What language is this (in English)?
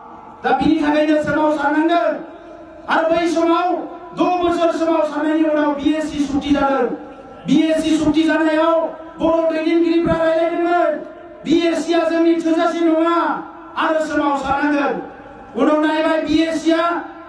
Bodo